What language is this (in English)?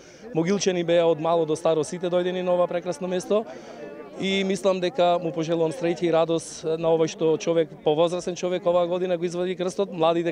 Macedonian